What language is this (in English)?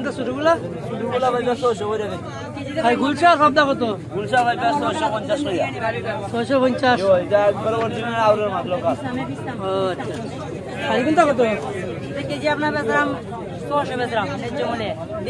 Sylheti